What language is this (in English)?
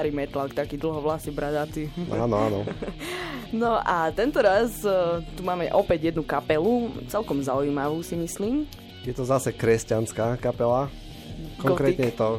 Slovak